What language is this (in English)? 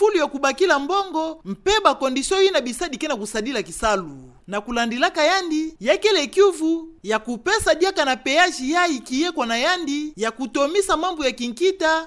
Kituba (Democratic Republic of Congo)